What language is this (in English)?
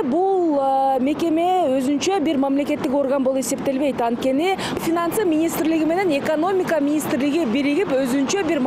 Kyrgyz